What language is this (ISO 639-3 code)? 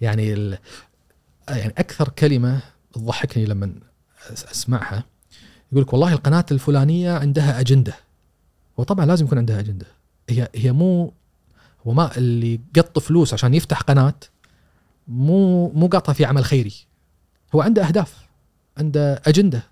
afb